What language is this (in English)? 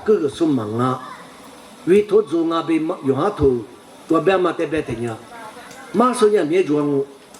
Lisu